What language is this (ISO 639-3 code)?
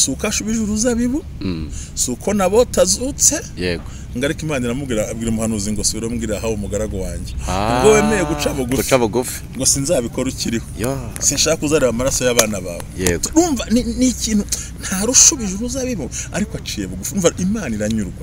kin